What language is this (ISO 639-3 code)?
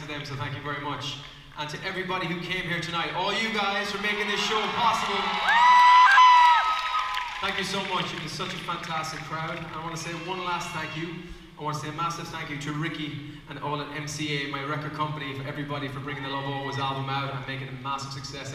eng